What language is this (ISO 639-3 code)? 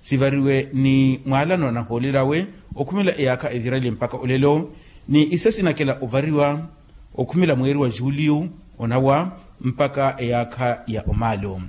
vmw